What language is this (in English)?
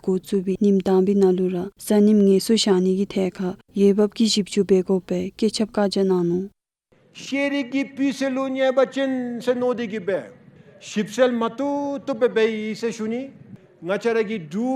Dzongkha